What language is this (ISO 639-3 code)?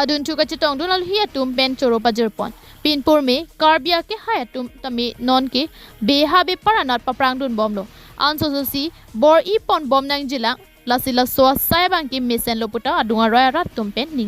mjw